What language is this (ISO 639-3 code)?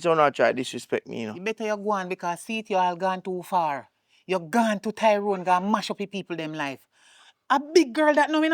jam